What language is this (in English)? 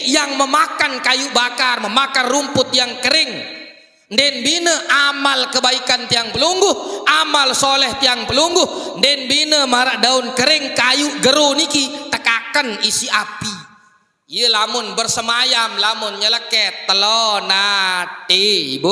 Sasak